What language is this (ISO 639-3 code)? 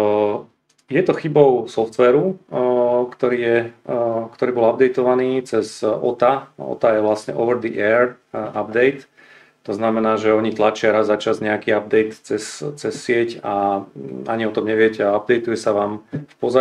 slk